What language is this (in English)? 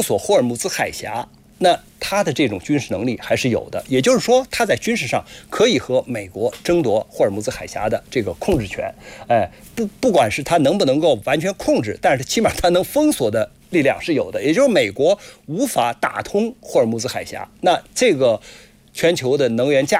Chinese